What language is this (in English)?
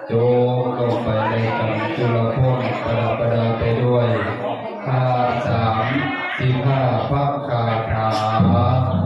Northeastern Thai